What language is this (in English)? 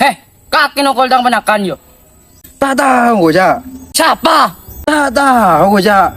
Madurese